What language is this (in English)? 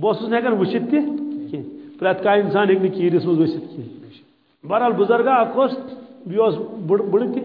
Kashmiri